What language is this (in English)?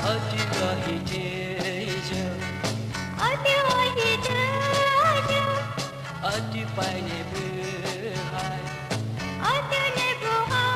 Poumei Naga